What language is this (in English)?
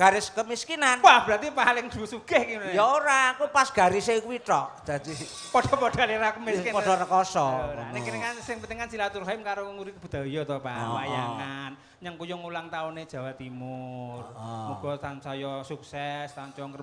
Javanese